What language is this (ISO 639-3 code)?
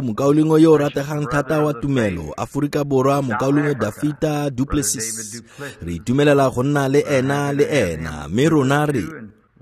tsn